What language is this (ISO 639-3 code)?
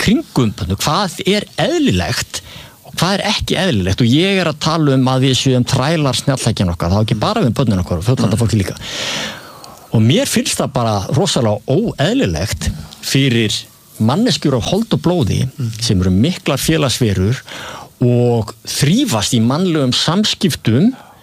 isl